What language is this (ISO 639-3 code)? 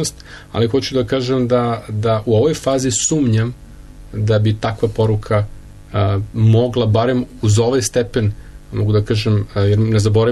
srp